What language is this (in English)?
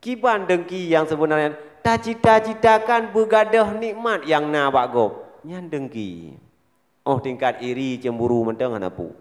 Achinese